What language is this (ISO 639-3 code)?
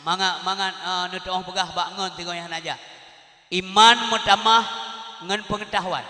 ace